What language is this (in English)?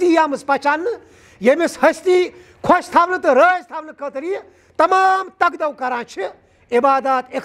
Kashmiri